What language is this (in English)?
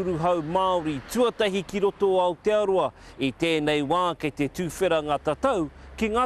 Māori